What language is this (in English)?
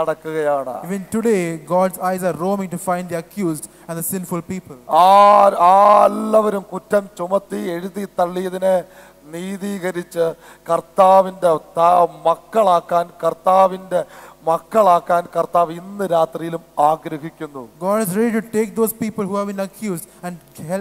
Malayalam